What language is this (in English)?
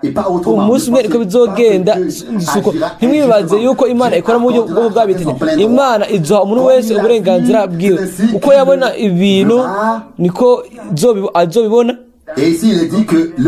Rundi